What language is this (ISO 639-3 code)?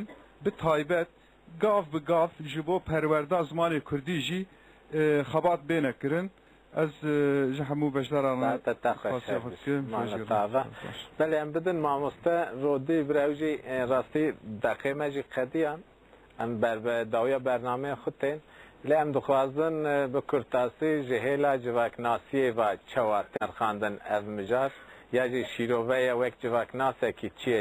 kur